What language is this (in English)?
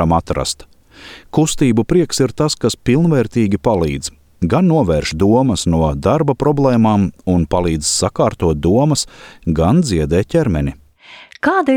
Latvian